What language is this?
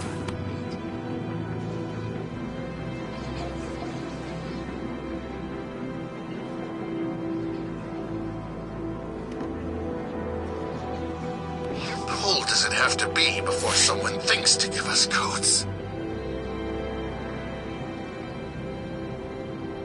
English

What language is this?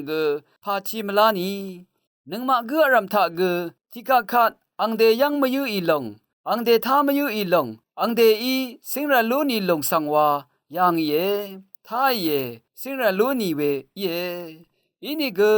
Rawang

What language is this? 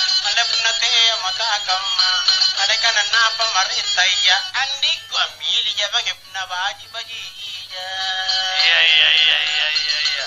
Makasar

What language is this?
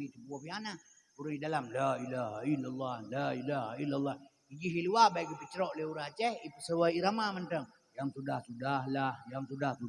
Achinese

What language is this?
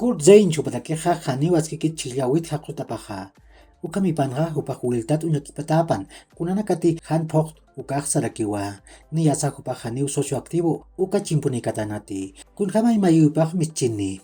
Aymara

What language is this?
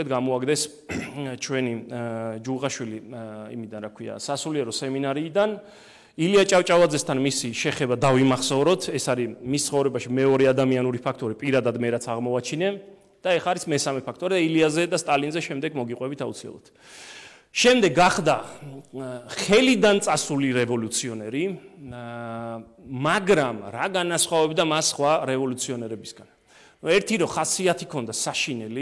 Georgian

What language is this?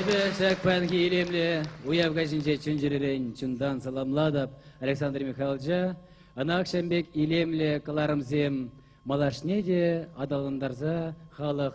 Chuvash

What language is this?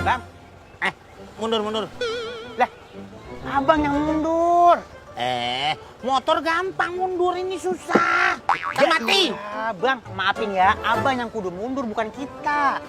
Betawi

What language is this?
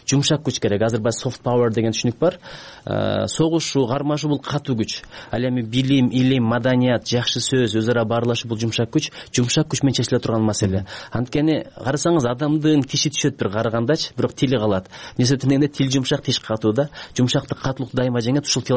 Kyrgyz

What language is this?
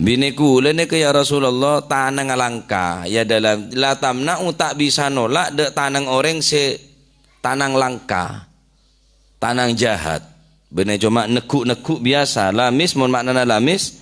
Madurese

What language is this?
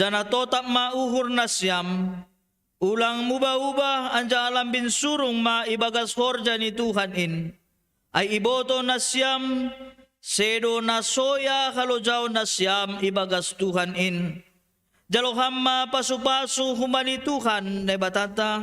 Batak Simalungun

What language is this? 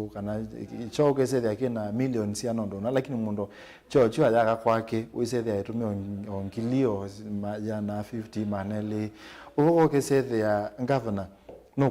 Kamba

